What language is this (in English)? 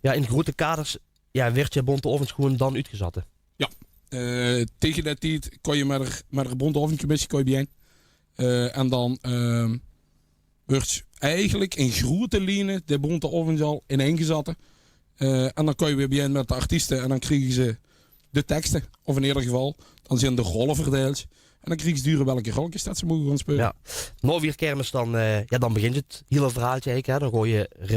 Limburgish